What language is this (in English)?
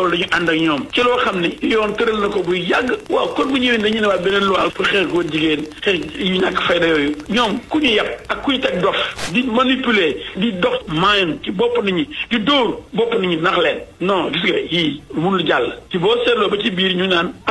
Wolof